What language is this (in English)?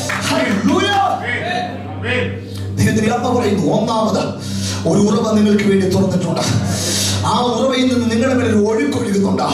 Malayalam